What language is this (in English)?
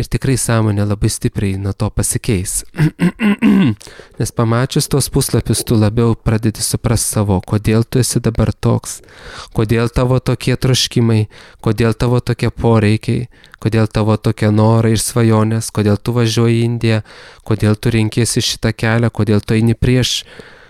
Lithuanian